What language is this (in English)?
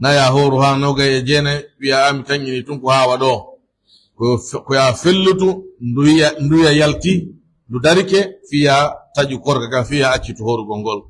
Pular